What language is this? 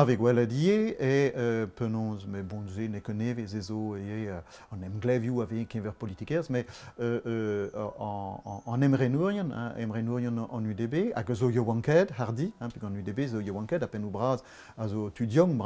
Breton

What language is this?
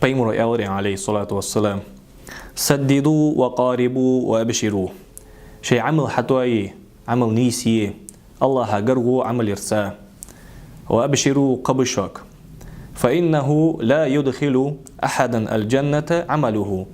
Ingush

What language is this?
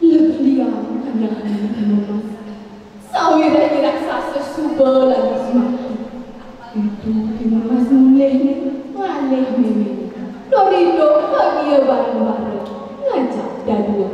Balinese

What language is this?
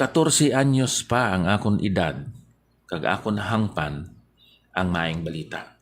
Hiligaynon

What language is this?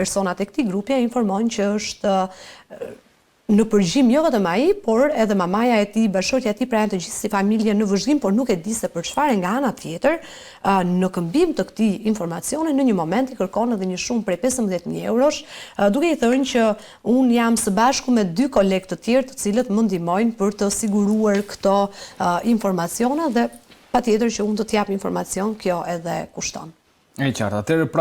Albanian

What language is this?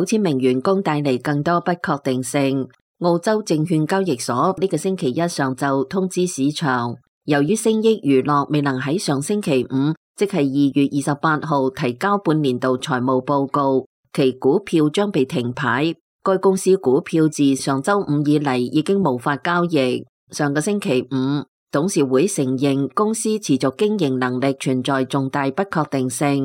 Cantonese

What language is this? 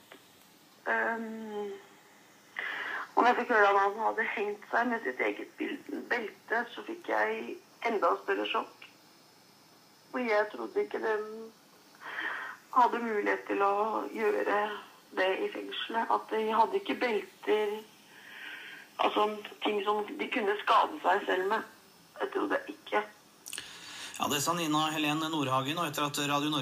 Norwegian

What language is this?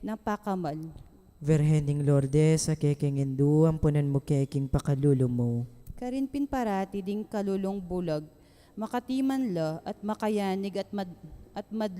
Pampanga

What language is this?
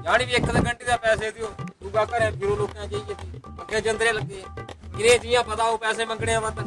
Dogri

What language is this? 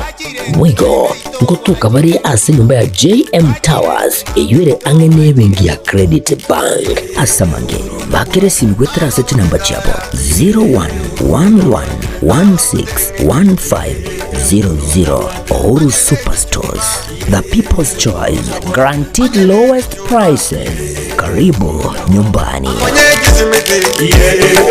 Gusii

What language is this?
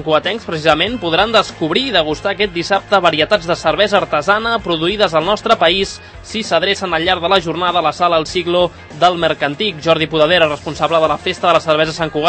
Catalan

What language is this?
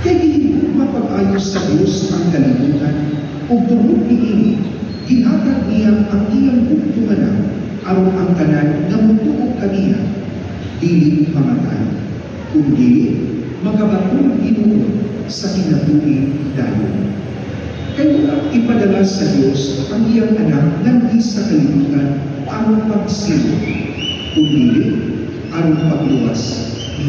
Cebuano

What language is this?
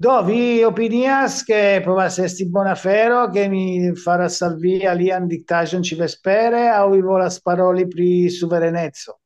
Esperanto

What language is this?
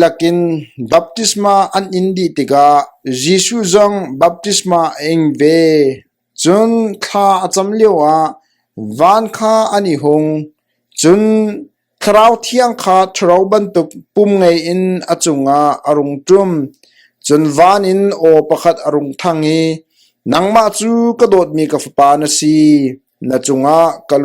Hakha Chin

